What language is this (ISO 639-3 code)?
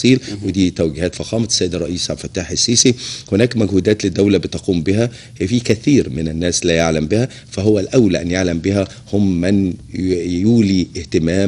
arz